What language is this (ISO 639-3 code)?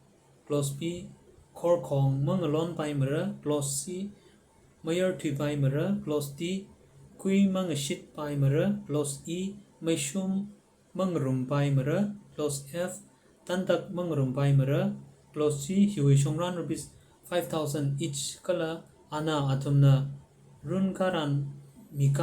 nmf